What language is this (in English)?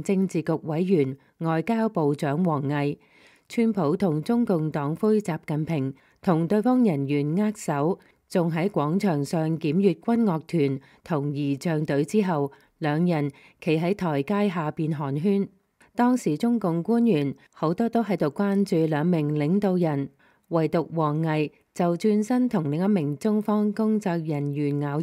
Cantonese